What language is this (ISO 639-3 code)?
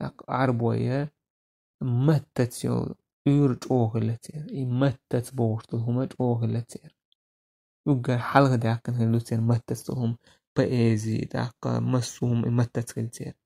che